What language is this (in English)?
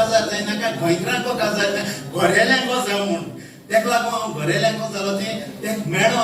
Konkani